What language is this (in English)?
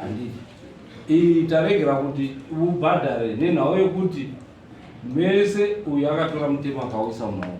Shona